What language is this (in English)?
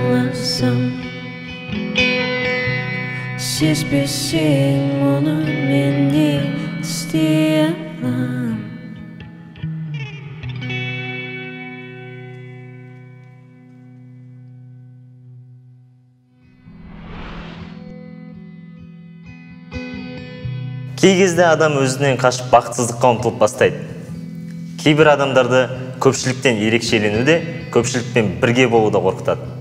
Kazakh